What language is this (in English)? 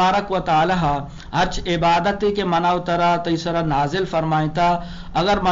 Eastern Balochi